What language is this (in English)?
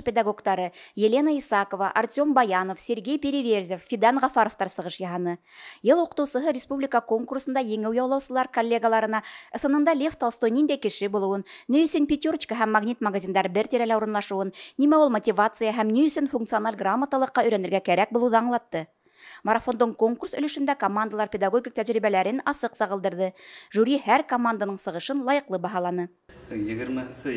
Bashkir